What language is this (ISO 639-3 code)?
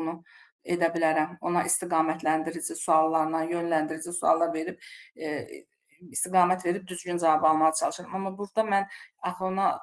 aze